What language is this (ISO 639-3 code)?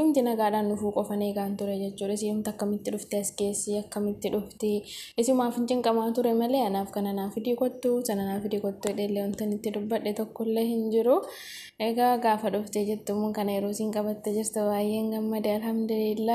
orm